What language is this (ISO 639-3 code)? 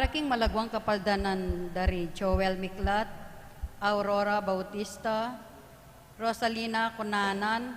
pam